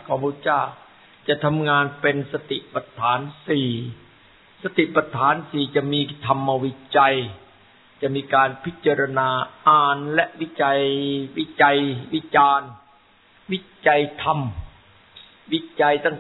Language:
Thai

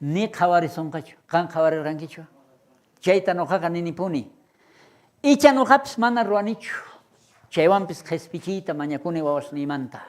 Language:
South Bolivian Quechua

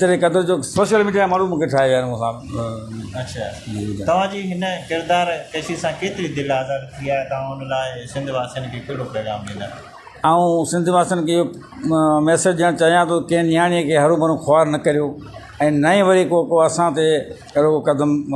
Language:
Sindhi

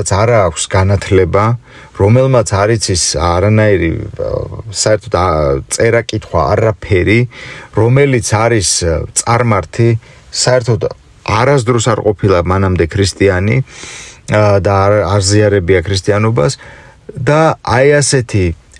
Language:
Georgian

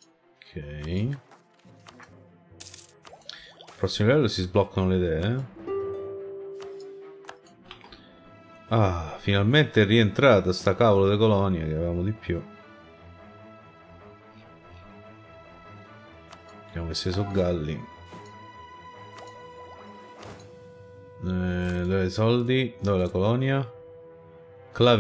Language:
Italian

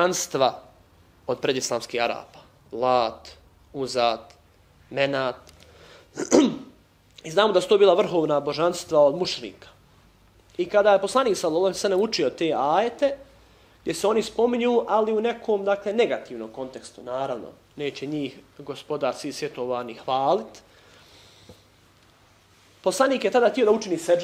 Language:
Bosnian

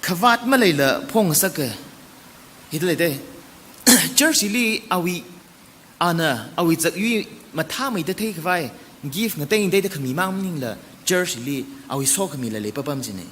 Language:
Tangkhul Naga (India)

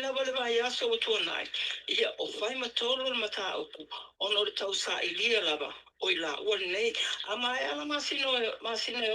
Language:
Samoan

